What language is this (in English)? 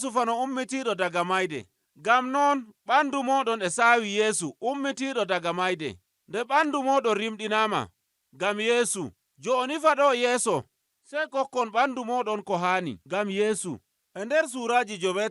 Nigerian Fulfulde